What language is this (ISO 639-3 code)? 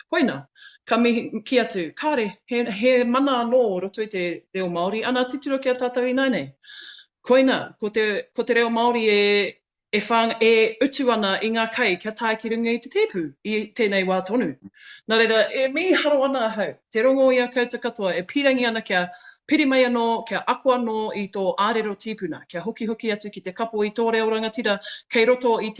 mri